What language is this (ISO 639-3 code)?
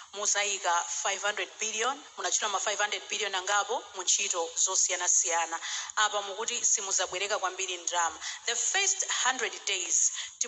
nya